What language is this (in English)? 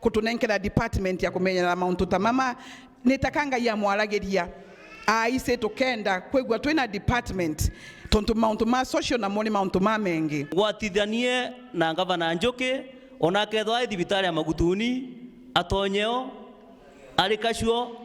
Meru